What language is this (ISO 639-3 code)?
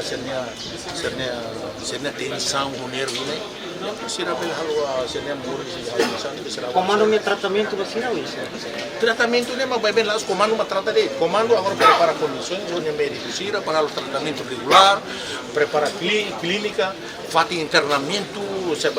tet